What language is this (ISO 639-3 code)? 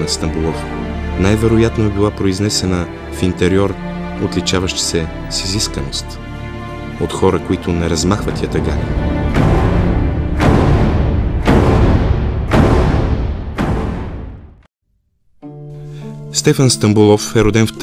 bul